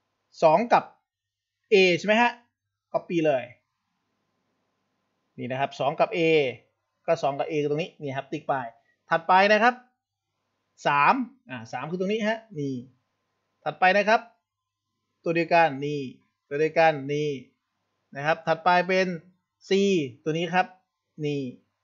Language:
Thai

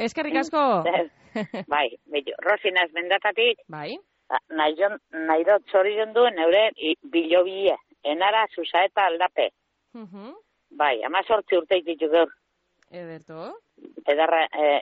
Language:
Basque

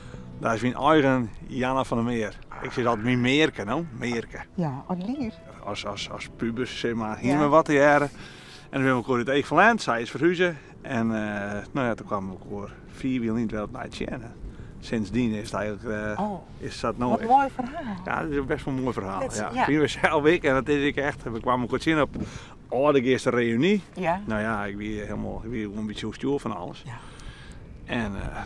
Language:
Western Frisian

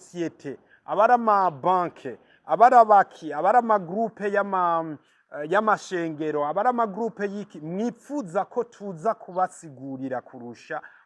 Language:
Rundi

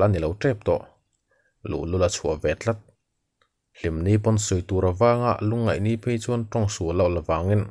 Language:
Mizo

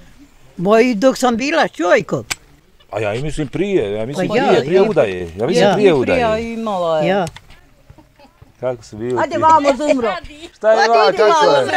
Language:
Bosnian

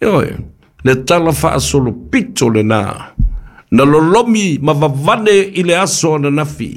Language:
Samoan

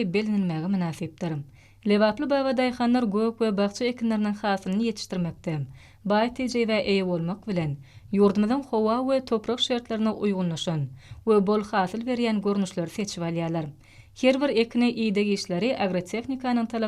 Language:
Turkmen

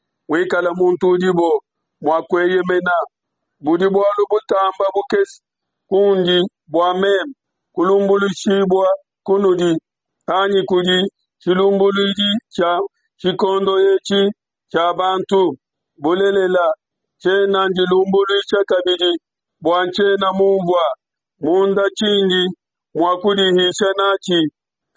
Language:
Luba-Lulua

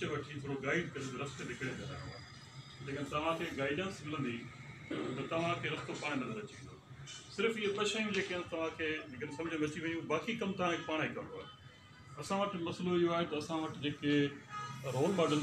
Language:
Sindhi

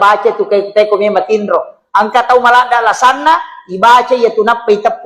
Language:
Buginese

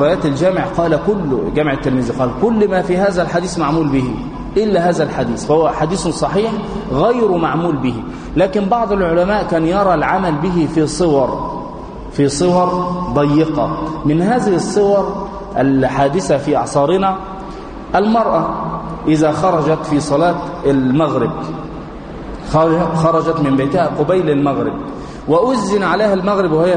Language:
Arabic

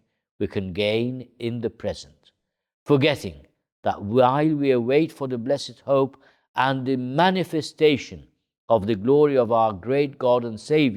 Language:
English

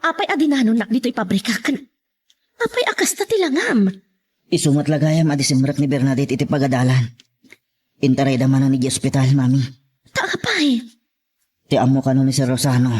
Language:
Iloko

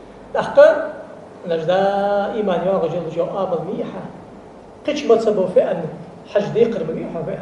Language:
Ingush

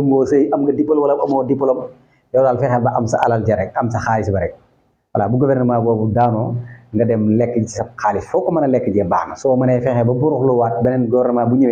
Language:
Wolof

